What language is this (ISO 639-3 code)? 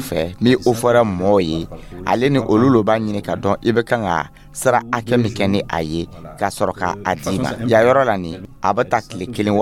dyu